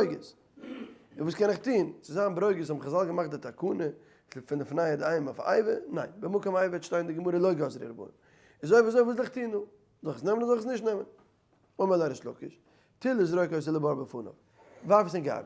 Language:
Yiddish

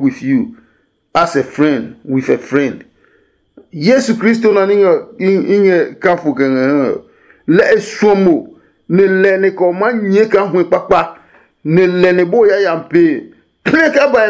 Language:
Adangme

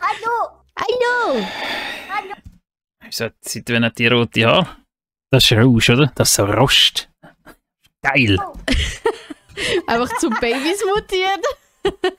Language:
Swiss German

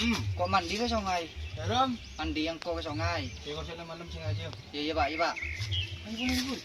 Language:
Madurese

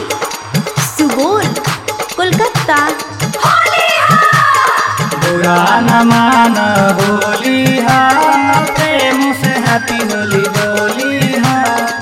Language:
Bhojpuri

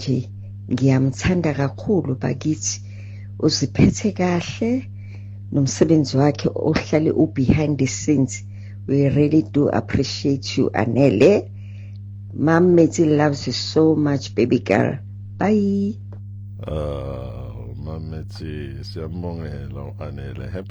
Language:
Zulu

